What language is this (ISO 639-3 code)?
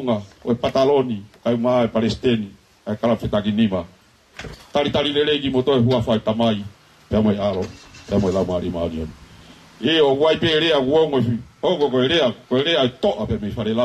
ton